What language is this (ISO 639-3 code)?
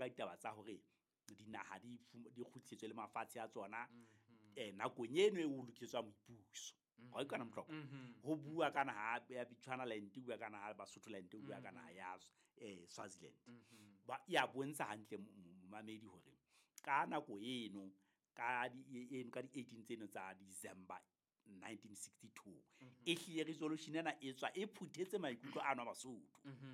sot